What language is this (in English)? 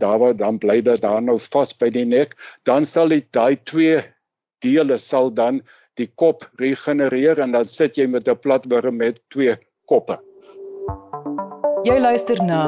Afrikaans